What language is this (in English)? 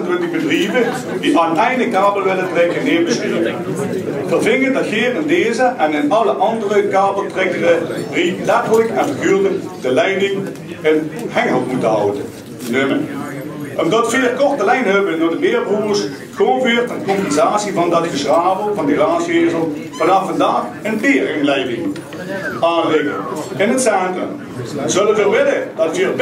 Limburgish